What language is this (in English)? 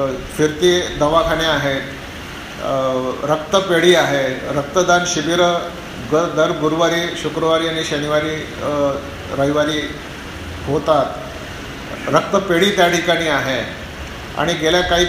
Marathi